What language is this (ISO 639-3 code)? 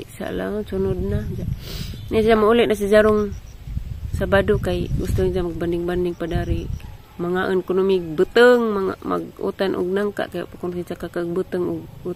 ceb